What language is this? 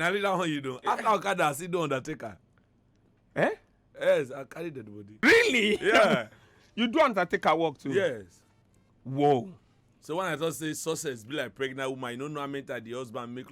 Nigerian Pidgin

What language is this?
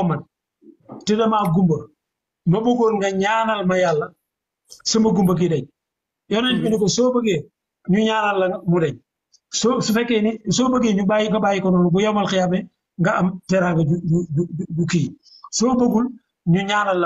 Wolof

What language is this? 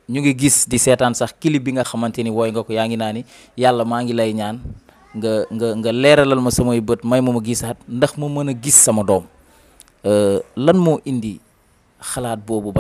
Wolof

